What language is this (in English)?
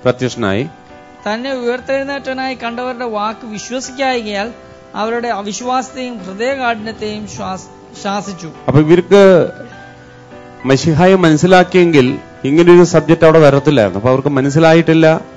Malayalam